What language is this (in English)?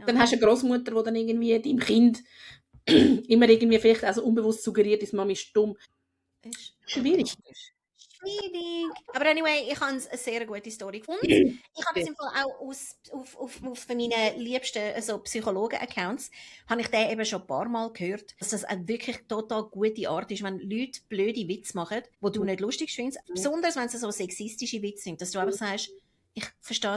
Swiss German